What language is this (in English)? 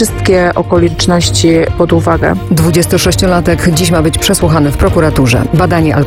Polish